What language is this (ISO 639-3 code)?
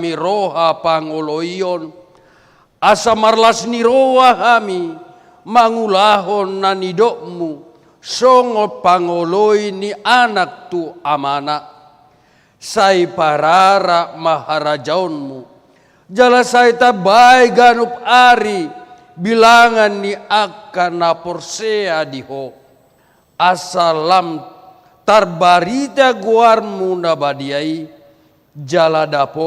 bbc